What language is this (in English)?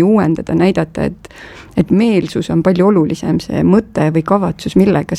Estonian